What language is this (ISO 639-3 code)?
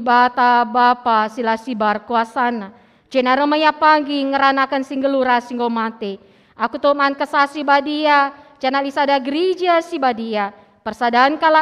btx